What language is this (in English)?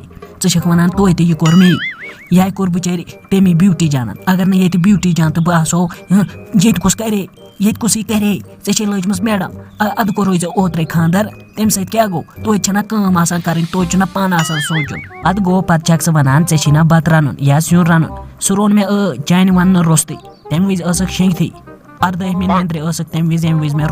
Kashmiri